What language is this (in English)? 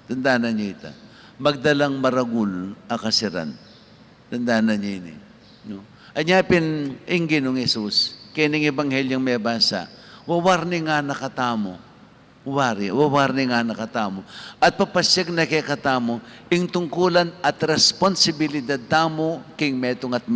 Pampanga